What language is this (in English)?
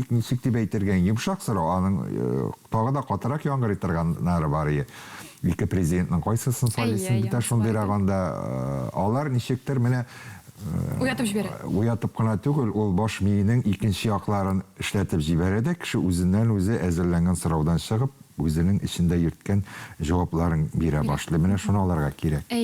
Tatar